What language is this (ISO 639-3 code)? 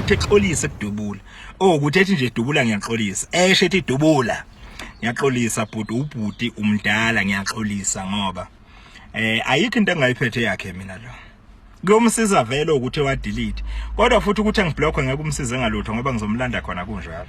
zul